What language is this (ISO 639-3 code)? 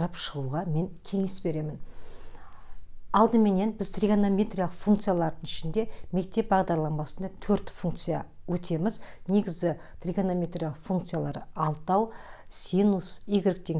kaz